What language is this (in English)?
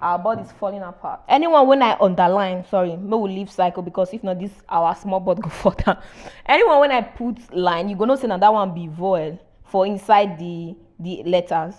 Nigerian Pidgin